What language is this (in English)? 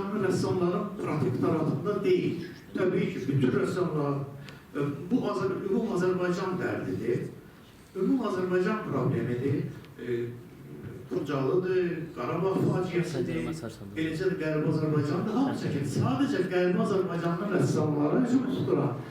Azerbaijani